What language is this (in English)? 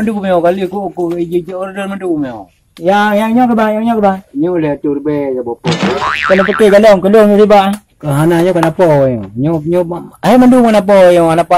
Achinese